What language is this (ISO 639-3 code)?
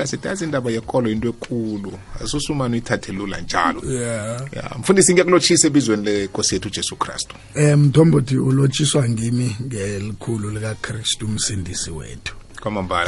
nbl